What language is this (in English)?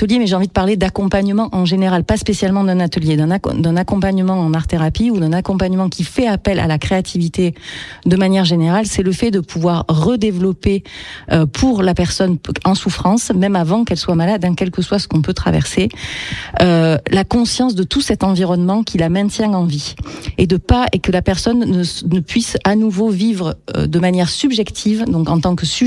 French